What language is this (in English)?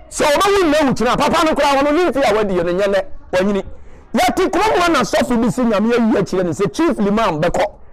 Akan